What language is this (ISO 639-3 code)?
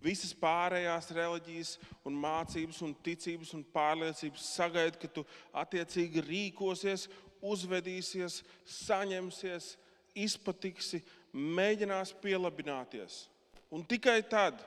lav